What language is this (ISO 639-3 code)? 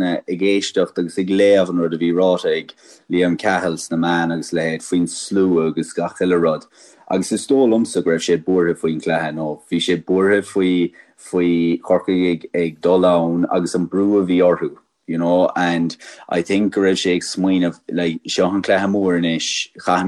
gle